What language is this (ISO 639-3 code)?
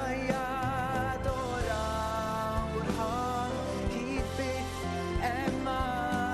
cym